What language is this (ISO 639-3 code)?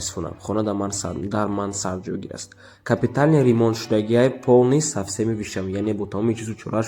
tgk